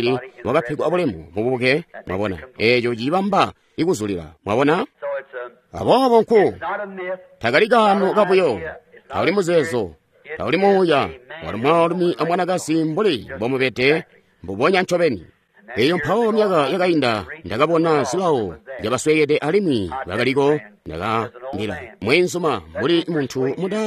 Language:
Tonga (Zambia)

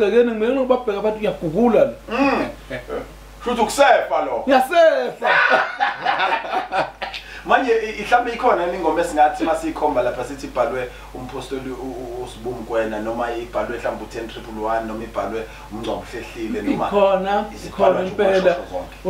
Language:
Zulu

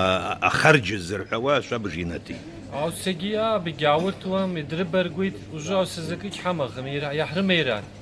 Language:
Abkhazian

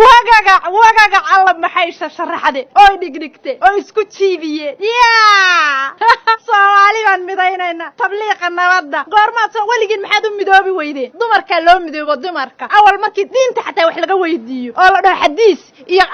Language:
Somali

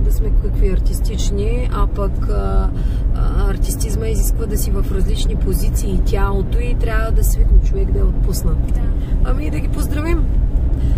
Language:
Bulgarian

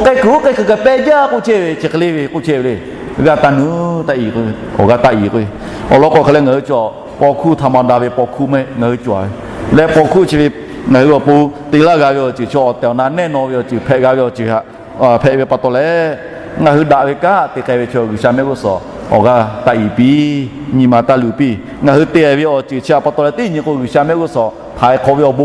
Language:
Lahu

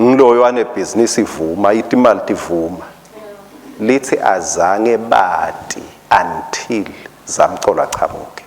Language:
Swati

